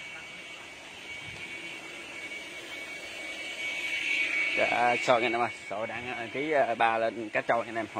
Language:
Vietnamese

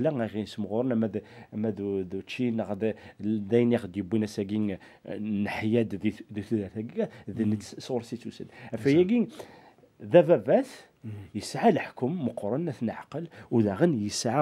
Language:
Kabyle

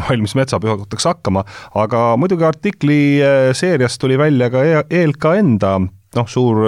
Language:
Estonian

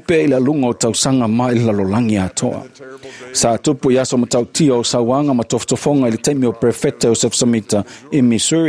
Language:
Samoan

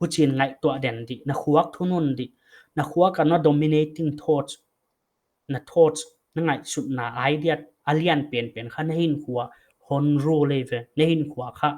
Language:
Paite Chin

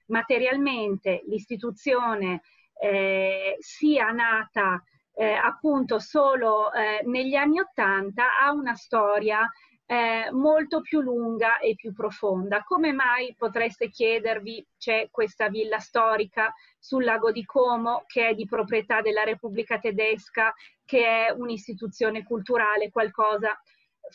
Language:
Italian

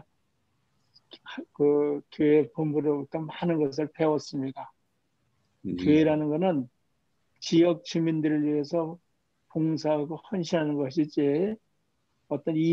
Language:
Korean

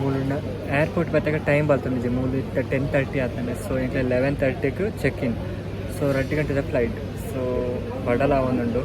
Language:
Tulu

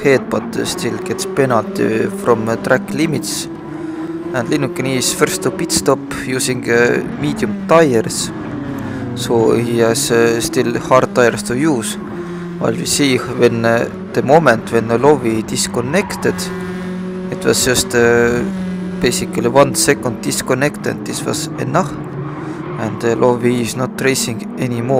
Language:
English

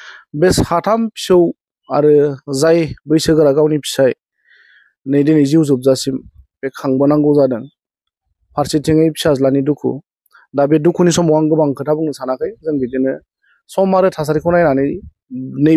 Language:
Bodo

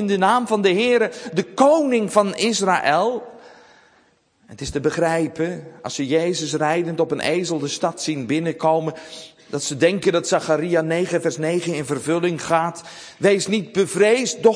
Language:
Dutch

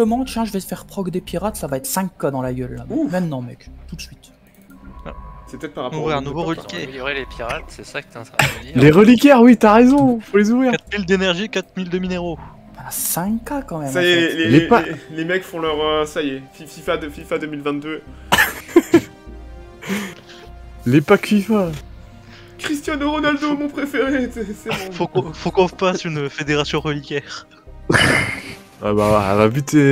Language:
French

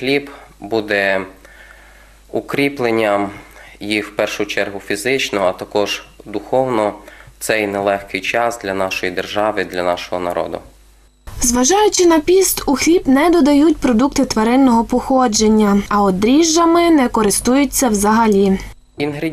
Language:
Ukrainian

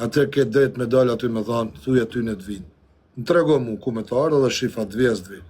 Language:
Albanian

